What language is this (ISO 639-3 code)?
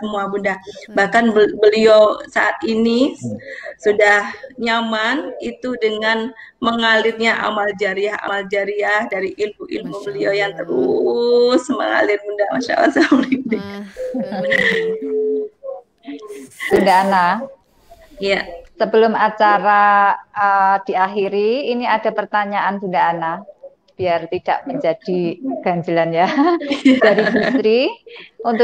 ind